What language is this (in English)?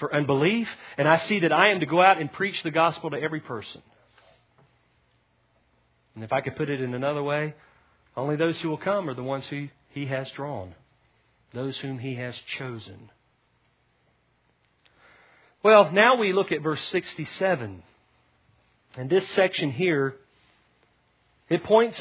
English